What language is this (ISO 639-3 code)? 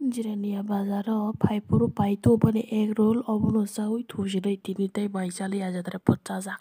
trp